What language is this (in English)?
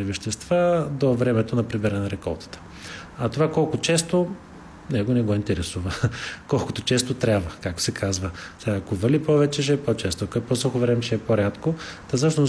Bulgarian